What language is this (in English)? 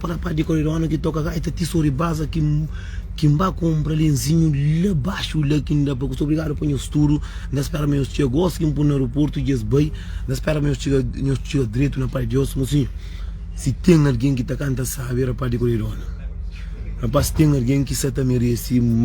Kabuverdianu